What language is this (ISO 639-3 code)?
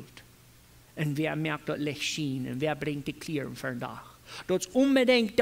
pdt